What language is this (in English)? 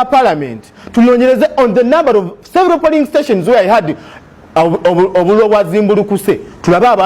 Ganda